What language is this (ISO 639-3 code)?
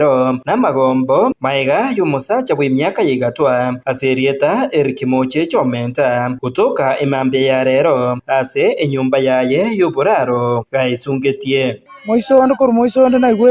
guz